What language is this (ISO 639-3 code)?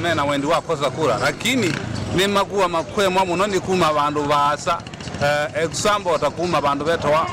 kam